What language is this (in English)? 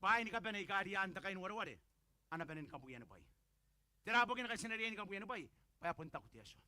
Gilbertese